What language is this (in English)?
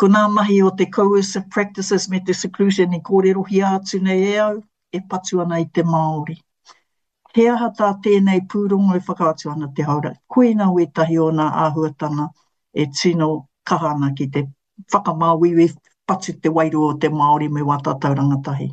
Māori